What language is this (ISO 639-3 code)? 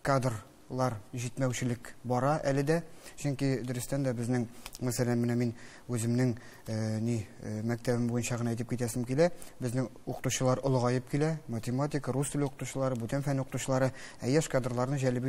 tat